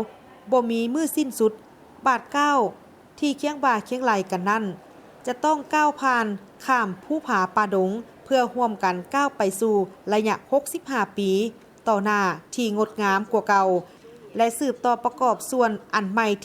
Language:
Lao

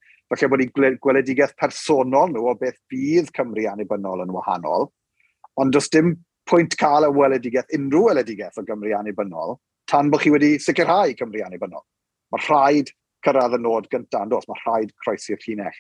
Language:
Welsh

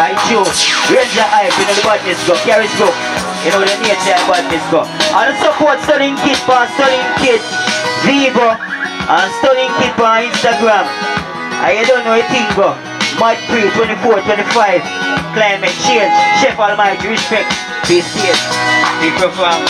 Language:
Jamaican Creole English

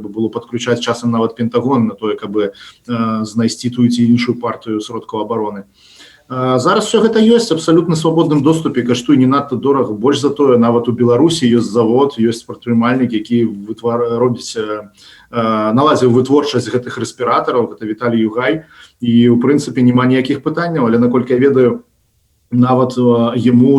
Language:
Belarusian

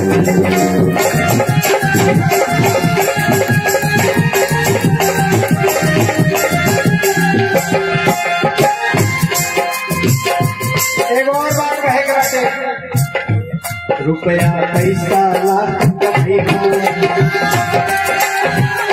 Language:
Bhojpuri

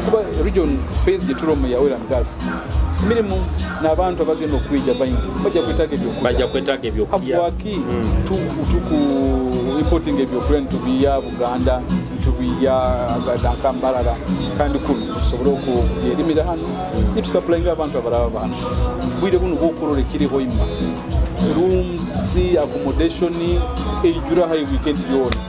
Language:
Nyoro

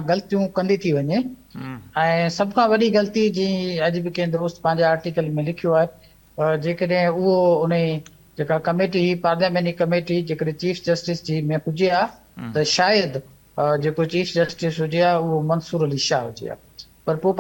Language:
Sindhi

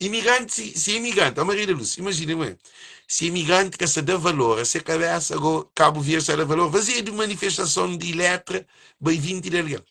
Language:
Kabuverdianu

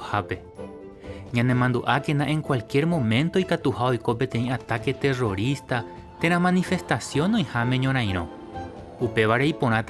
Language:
Guarani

